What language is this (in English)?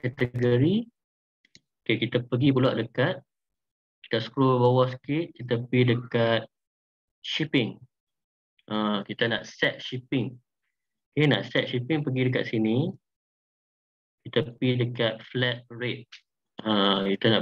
Malay